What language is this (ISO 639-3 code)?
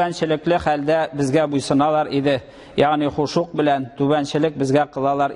tat